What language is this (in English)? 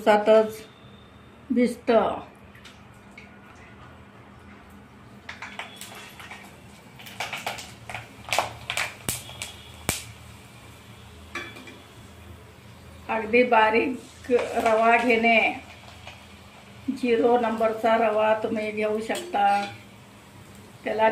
Marathi